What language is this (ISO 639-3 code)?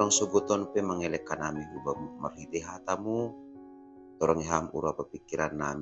bts